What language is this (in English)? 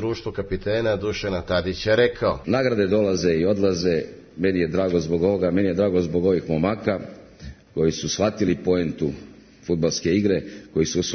Serbian